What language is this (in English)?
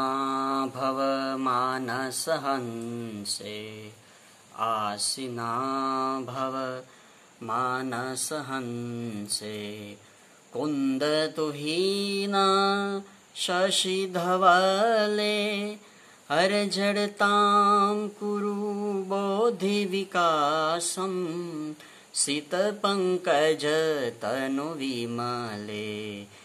Sanskrit